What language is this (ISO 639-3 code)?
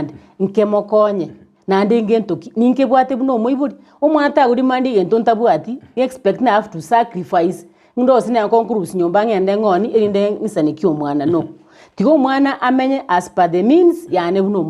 guz